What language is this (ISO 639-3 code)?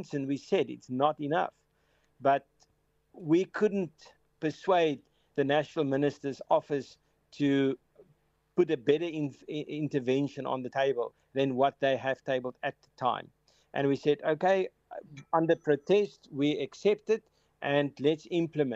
eng